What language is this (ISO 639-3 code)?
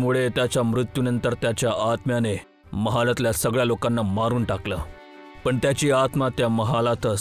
mar